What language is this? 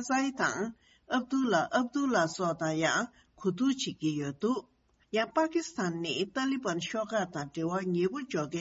Tibetan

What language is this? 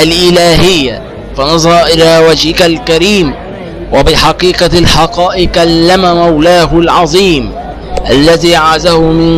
Egyptian Arabic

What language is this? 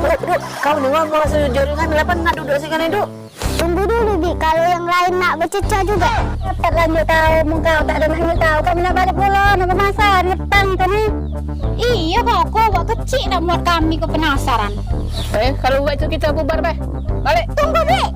Musi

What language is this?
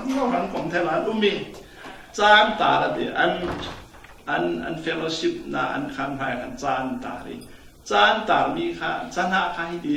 Falam Chin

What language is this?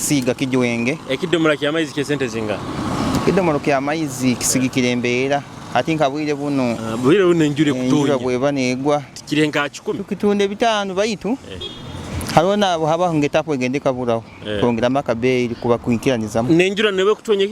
Nyoro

